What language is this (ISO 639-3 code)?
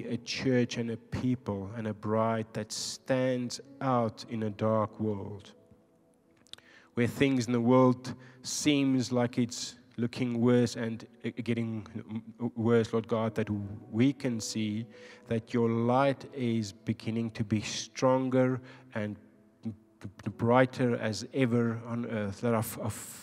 eng